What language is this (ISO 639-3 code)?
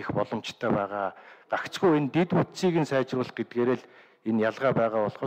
mon